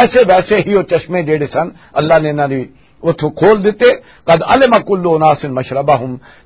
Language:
Western Panjabi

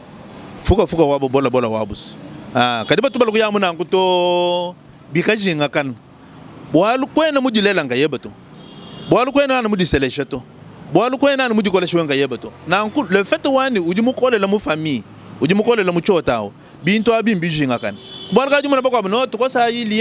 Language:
Luba-Lulua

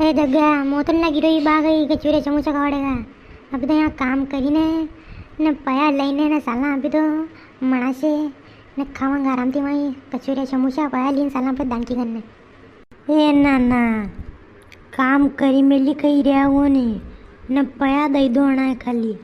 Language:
Rajasthani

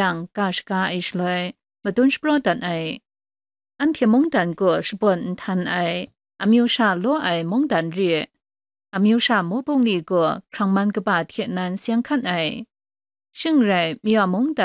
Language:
Kachin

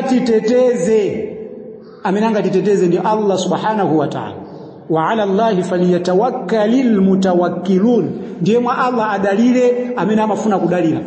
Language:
Nyanja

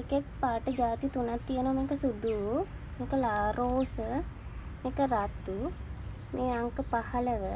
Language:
Sinhala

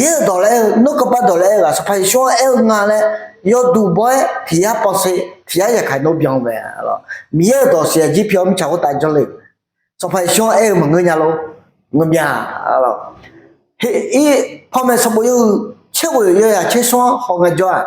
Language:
Akha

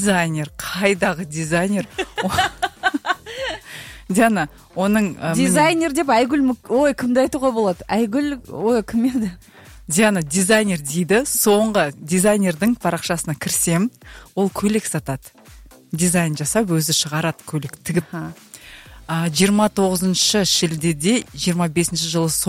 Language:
Kazakh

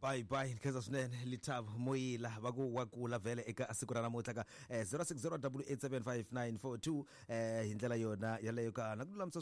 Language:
Tsonga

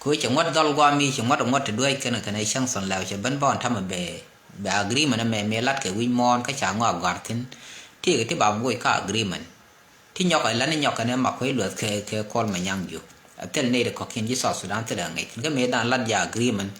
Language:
Nuer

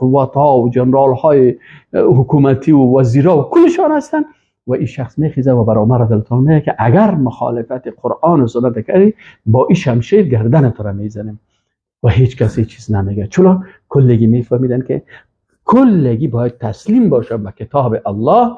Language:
Persian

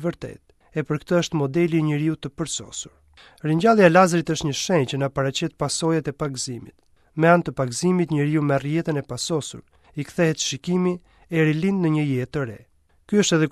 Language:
Albanian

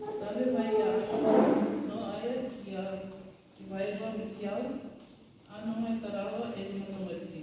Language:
Rarotongan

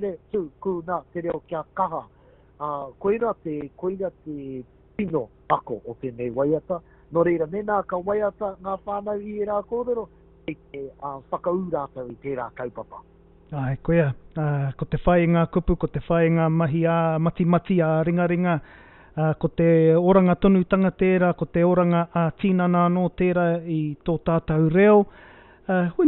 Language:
Māori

